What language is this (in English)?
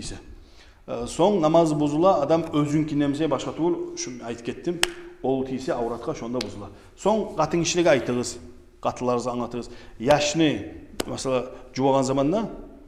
Kumyk